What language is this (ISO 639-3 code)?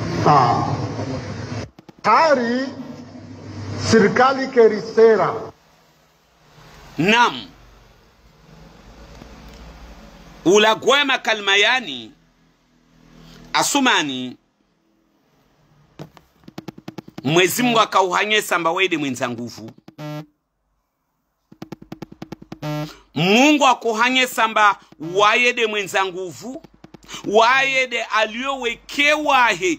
swa